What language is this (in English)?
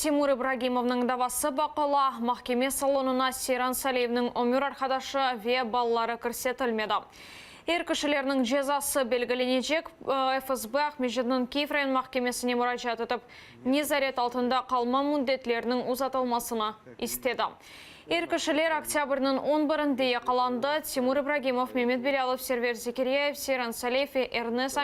Crimean Tatar